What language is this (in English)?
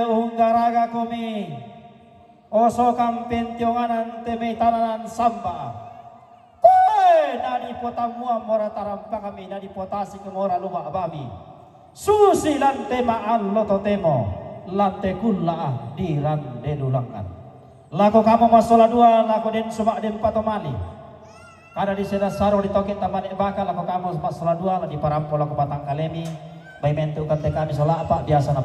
Toraja-Sa'dan